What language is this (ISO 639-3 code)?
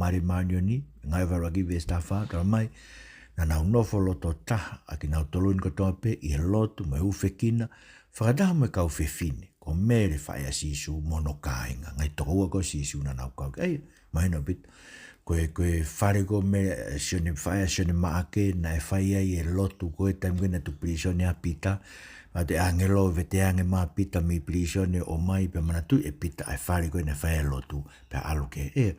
ton